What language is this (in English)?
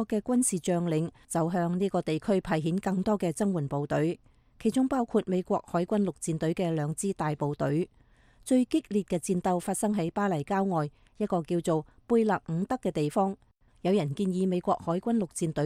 Cantonese